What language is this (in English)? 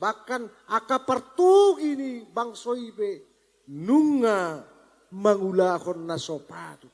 Batak Toba